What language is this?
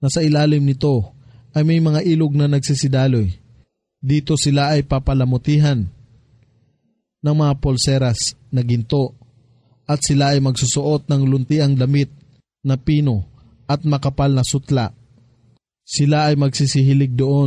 Filipino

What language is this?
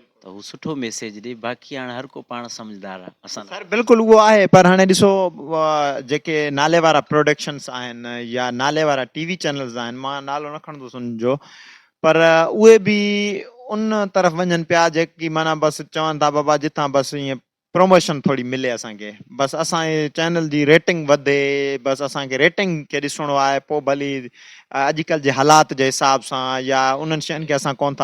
Sindhi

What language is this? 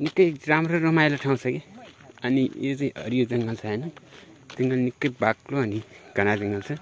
Nepali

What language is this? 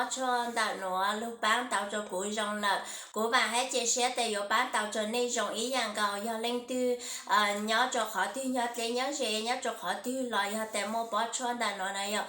Hmong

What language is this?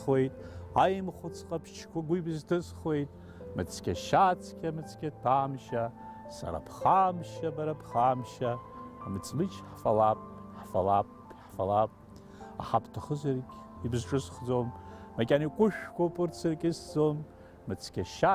Abkhazian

